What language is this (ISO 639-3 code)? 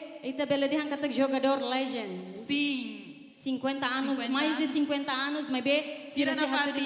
tet